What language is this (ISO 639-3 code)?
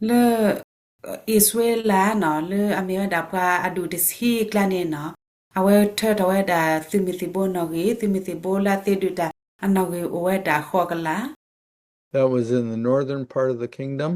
ksw